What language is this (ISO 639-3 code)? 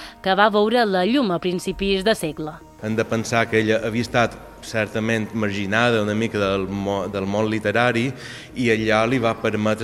cat